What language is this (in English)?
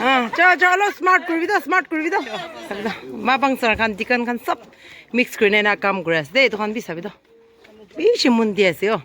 Naga Pidgin